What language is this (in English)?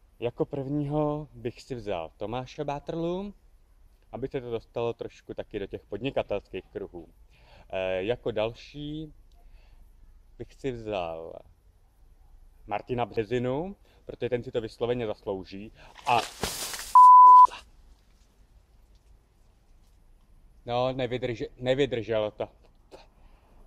Czech